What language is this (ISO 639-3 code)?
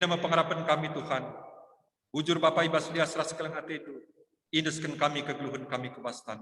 btx